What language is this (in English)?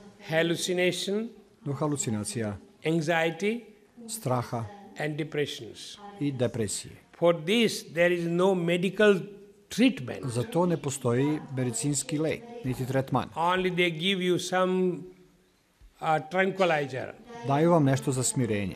Serbian